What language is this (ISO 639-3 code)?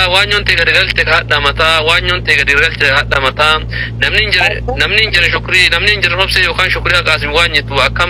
orm